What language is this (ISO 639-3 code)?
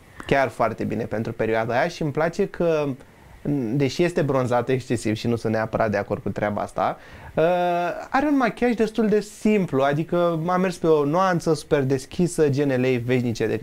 ron